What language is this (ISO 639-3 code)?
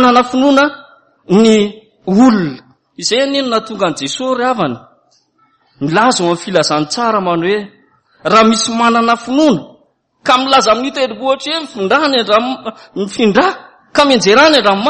mlg